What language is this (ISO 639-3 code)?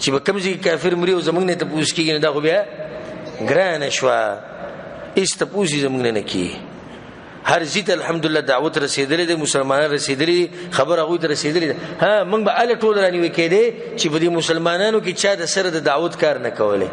pus